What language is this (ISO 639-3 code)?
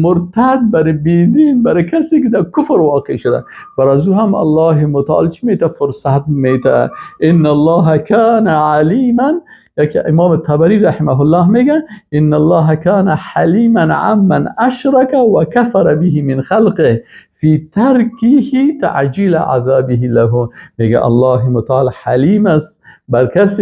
fas